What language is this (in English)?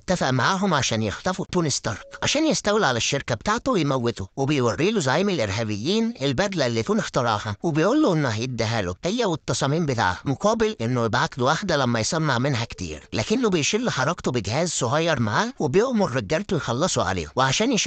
Egyptian Arabic